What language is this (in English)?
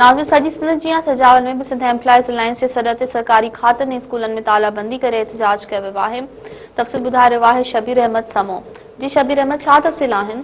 Sindhi